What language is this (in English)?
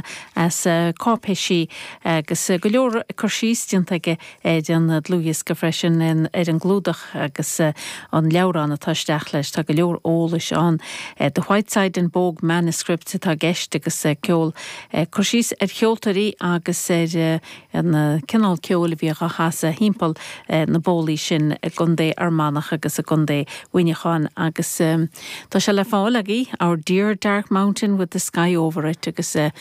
Irish